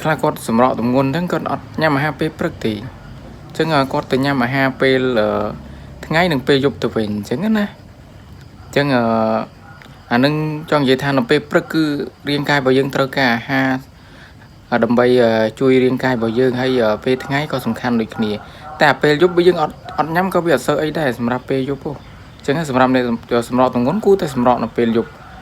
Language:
Khmer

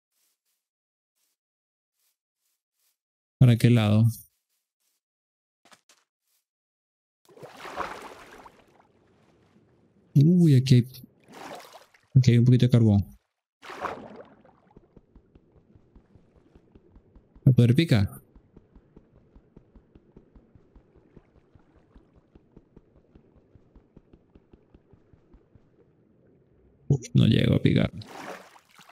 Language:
Spanish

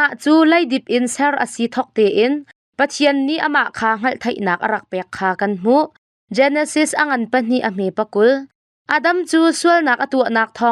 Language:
Hakha Chin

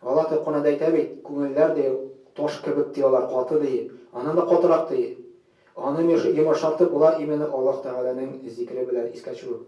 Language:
Tatar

